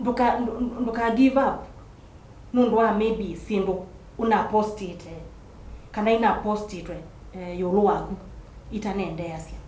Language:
Kamba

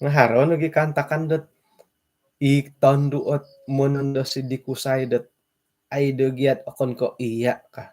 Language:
Central Dusun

